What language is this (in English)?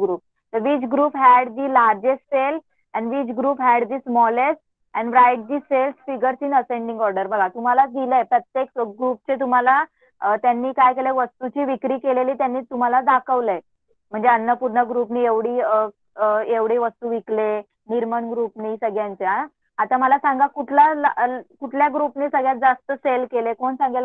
Marathi